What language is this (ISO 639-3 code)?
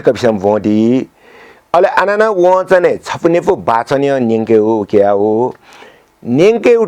new